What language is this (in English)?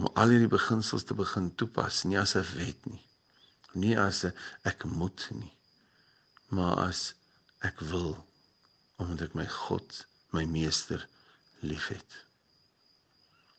Afrikaans